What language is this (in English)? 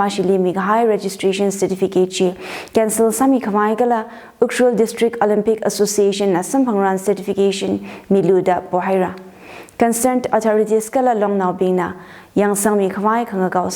Tangkhul Naga (India)